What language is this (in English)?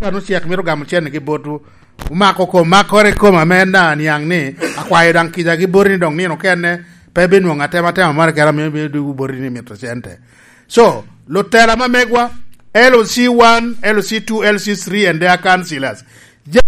Lango (Uganda)